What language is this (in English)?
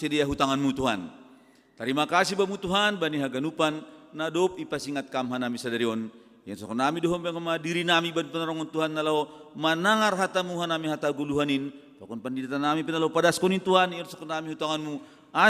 Batak Simalungun